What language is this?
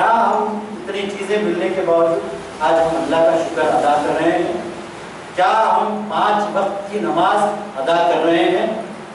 Urdu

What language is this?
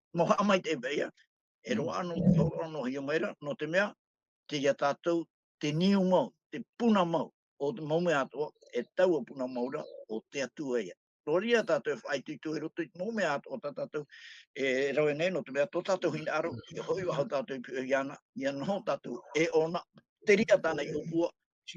Tahitian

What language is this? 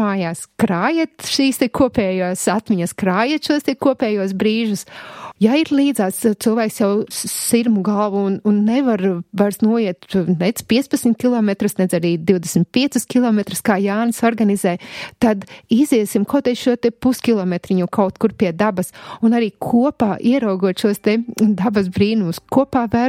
Latvian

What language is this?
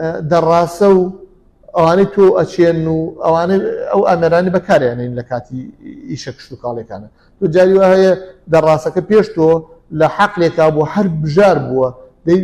Central Kurdish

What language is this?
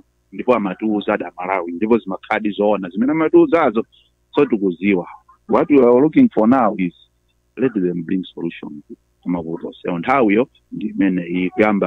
Nyanja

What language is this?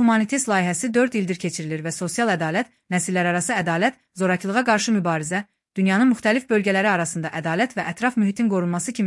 Azerbaijani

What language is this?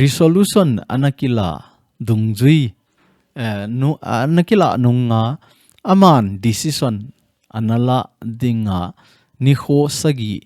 Thado Chin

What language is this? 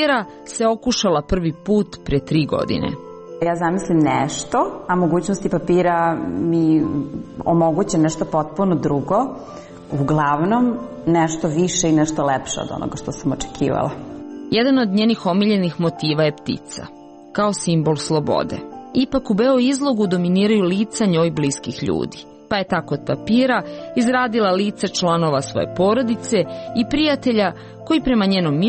Serbian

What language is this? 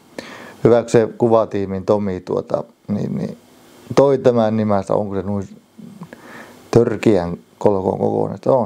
Finnish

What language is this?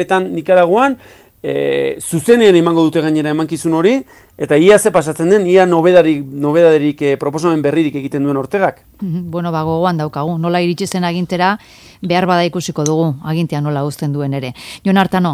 Basque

